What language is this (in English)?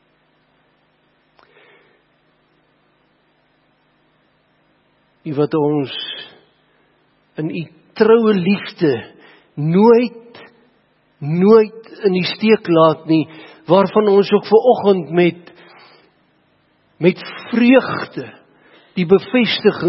Afrikaans